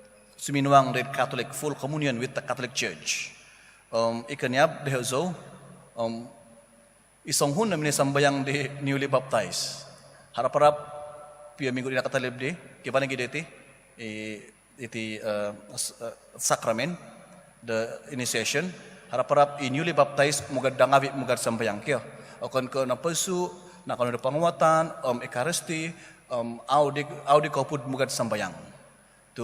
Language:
Central Dusun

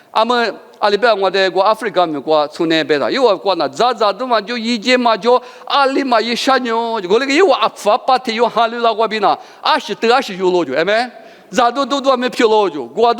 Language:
Lisu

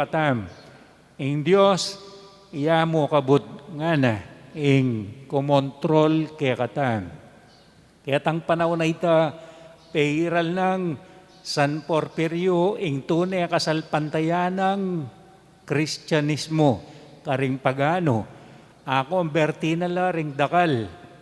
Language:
Pampanga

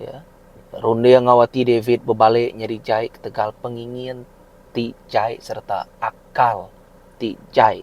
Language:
Iban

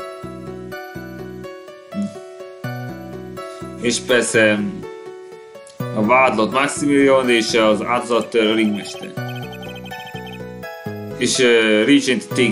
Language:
Hungarian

